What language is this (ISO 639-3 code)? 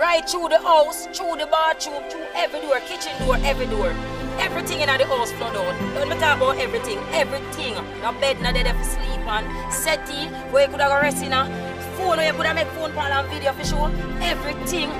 jam